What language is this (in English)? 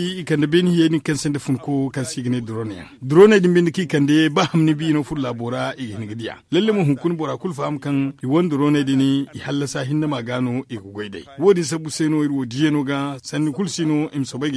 Zarma